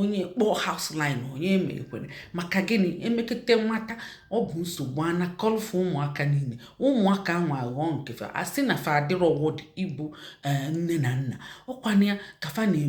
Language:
Igbo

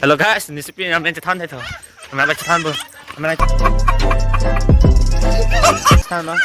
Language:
Karbi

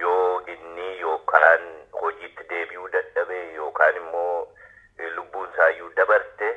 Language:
Oromo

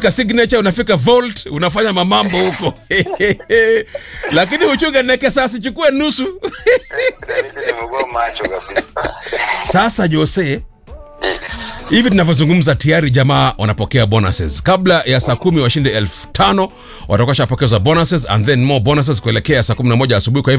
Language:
Swahili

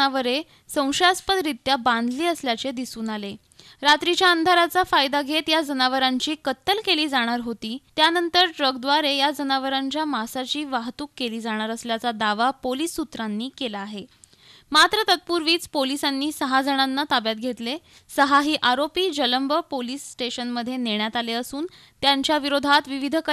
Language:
Marathi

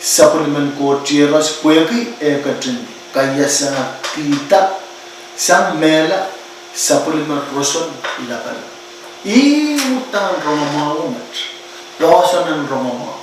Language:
Pohnpeian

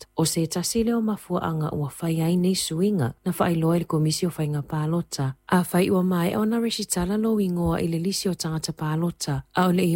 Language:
Samoan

